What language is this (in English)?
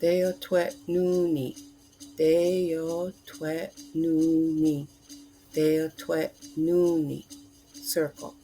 Mohawk